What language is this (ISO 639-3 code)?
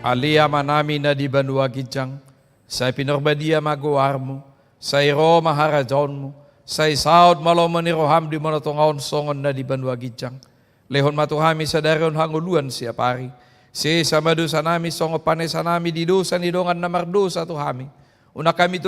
bbc